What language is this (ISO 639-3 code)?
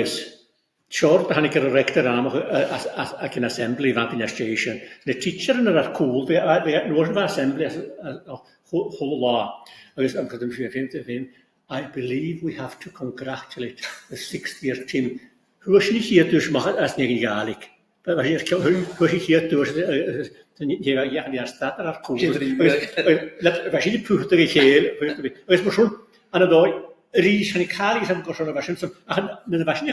gla